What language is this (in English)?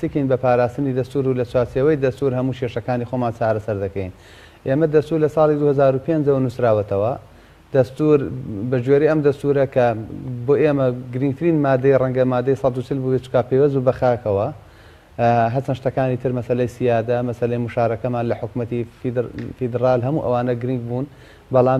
Central Kurdish